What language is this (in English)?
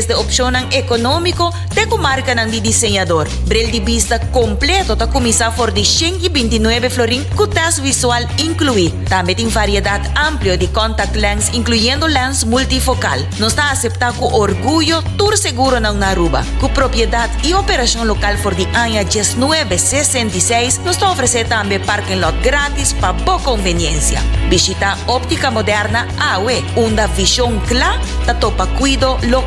Papiamento